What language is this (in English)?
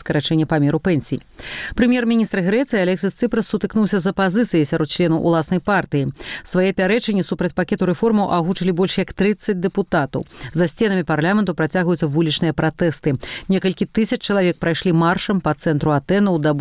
Belarusian